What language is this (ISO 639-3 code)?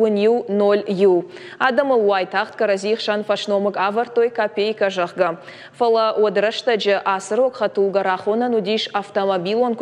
oss